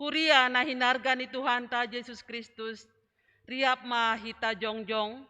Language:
Batak Simalungun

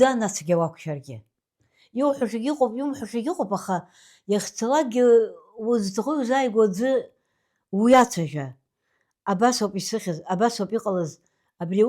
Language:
Abkhazian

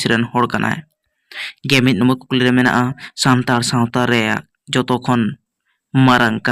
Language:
Santali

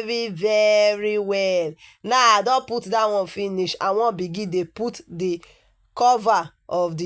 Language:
Nigerian Pidgin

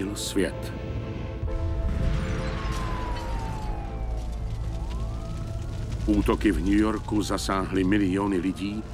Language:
Czech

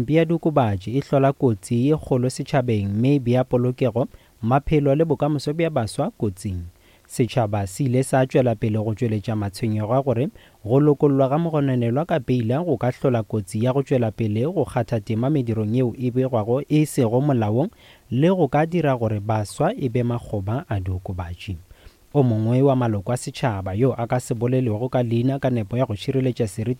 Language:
Northern Sotho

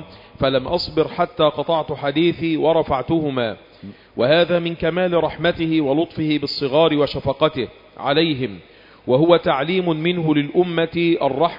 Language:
Arabic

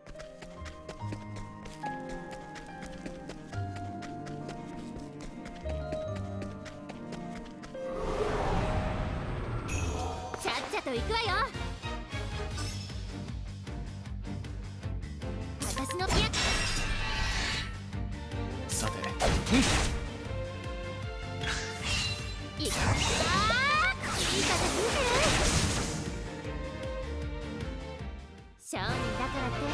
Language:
Japanese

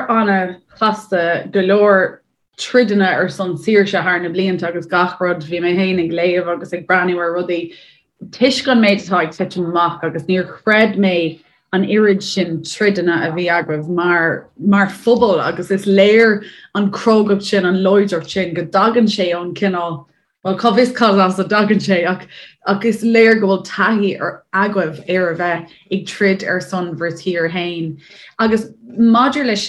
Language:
Irish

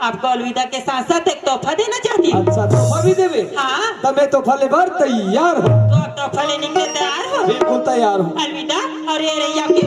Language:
Chhattisgarhi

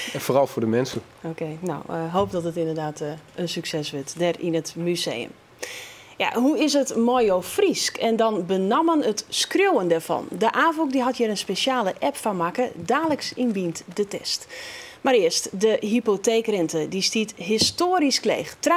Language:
Western Frisian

